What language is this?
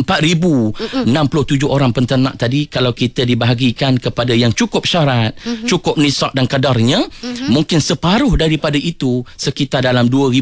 Malay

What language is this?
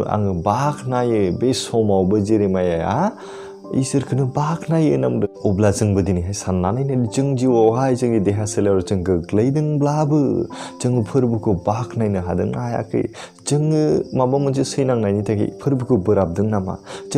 Bodo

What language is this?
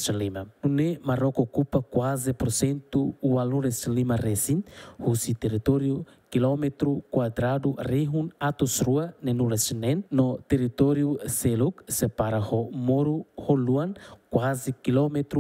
Tetum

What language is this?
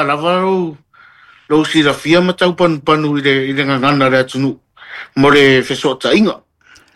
Samoan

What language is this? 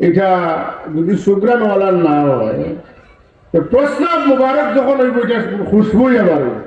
Sylheti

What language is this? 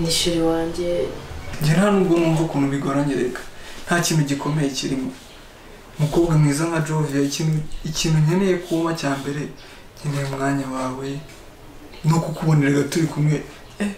Kinyarwanda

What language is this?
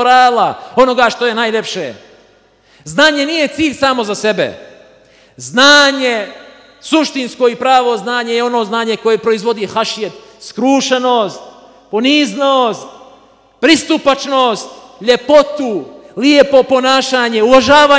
Bosnian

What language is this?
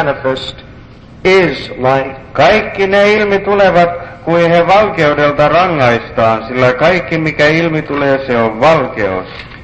Finnish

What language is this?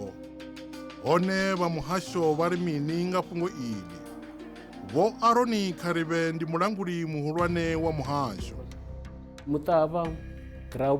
Venda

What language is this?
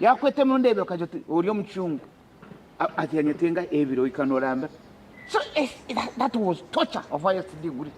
Nyankole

